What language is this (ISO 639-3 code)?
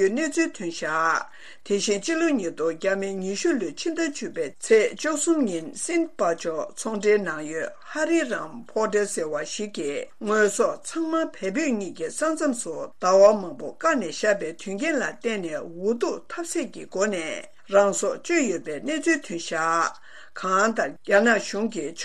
bod